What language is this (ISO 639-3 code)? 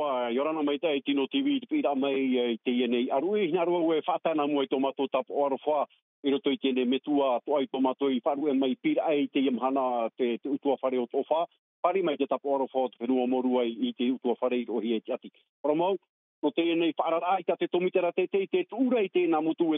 tah